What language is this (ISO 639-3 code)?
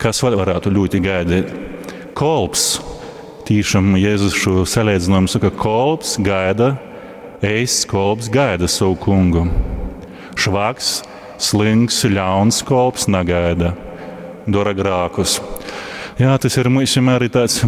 ltg